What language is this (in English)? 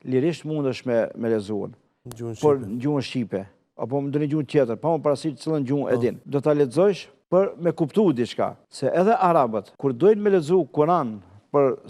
Albanian